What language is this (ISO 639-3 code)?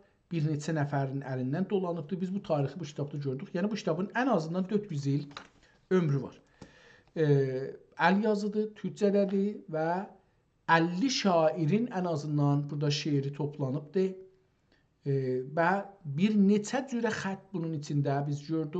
azb